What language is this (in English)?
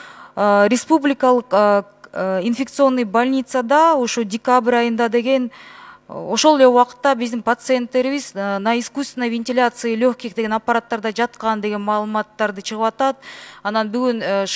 Kyrgyz